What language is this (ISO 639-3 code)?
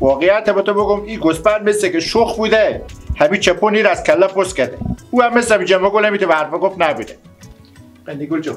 fas